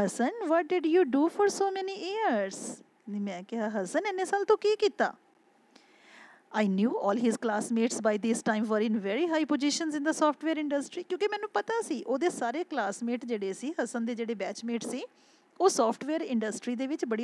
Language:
Punjabi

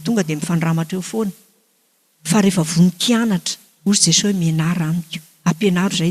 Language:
Malagasy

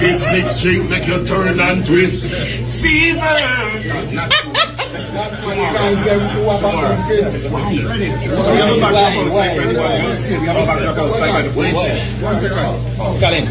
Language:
Jamaican Creole English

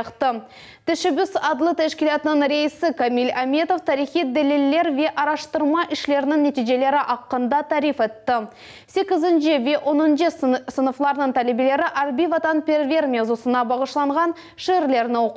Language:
Crimean Tatar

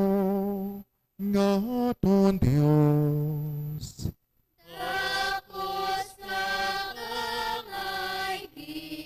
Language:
Hiligaynon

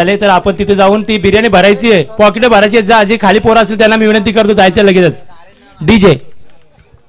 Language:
Marathi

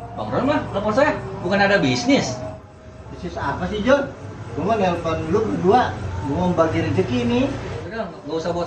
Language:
Betawi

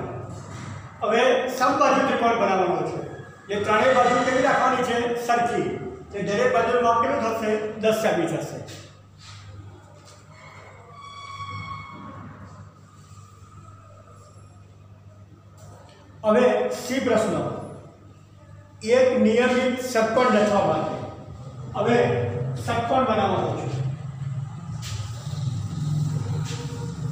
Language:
Gujarati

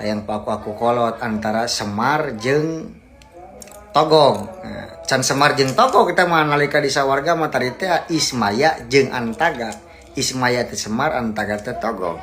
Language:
Sundanese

